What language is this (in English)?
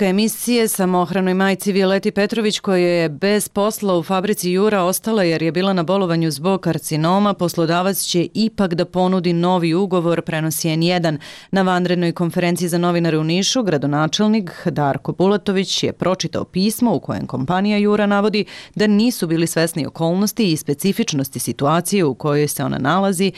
Serbian